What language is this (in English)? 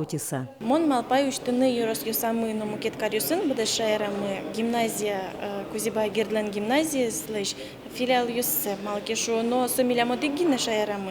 Udmurt